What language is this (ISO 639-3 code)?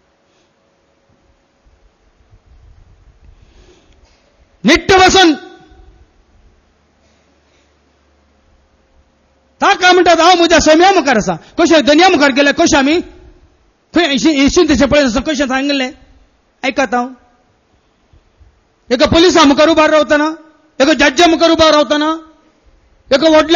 kok